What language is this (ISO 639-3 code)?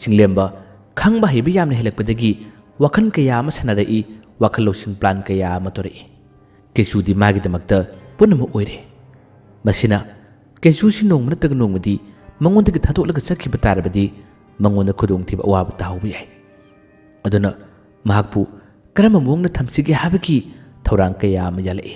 mni